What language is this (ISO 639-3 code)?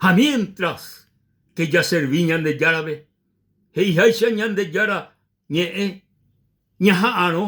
grn